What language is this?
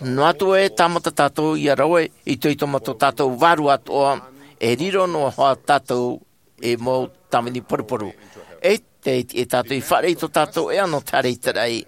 Tahitian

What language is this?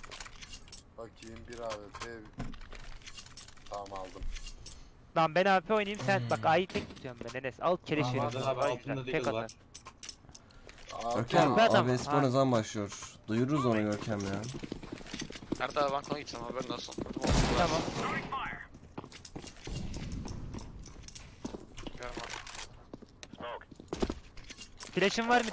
Turkish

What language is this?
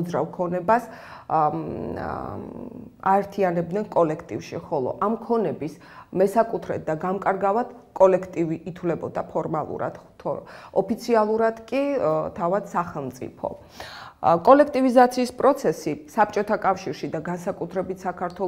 Georgian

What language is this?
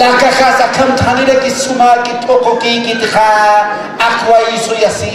Aymara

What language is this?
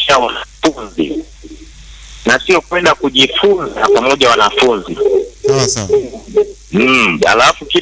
Swahili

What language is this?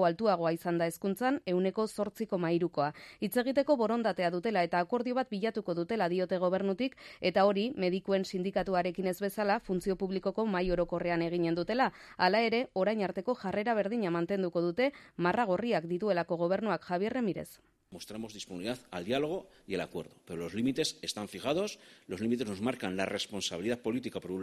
Basque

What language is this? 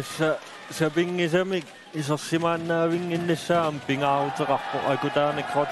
Kalaallisut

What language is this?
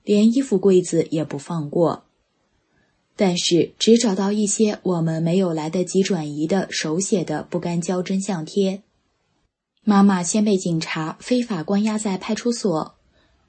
Chinese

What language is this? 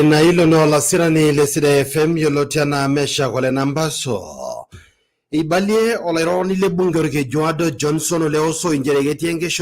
Masai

